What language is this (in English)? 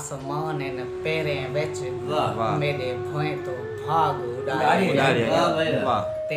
Saraiki